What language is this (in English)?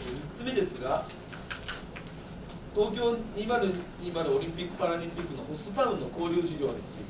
Japanese